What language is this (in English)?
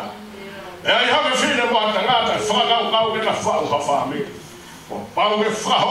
Tongan